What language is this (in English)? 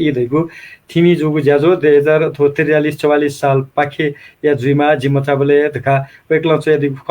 Newari